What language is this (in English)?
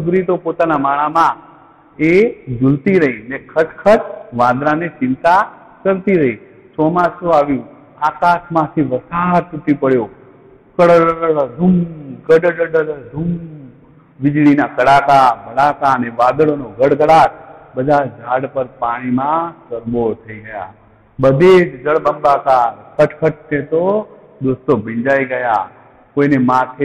Gujarati